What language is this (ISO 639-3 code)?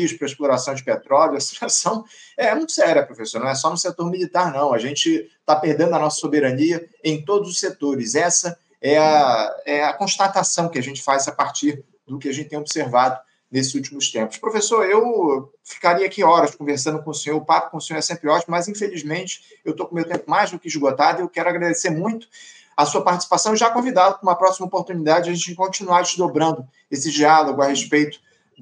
por